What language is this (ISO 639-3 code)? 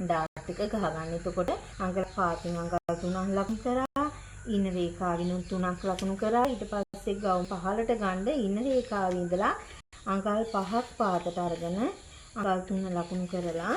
sin